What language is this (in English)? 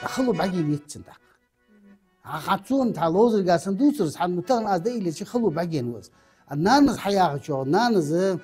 Ingush